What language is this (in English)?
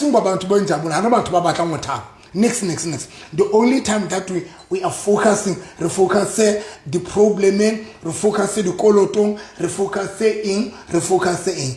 Southern Sotho